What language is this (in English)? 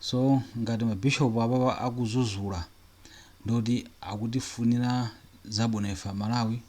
Nyanja